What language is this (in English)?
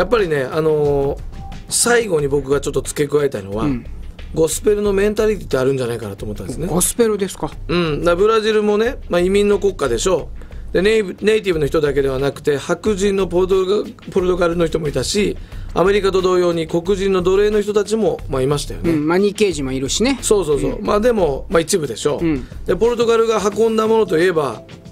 Japanese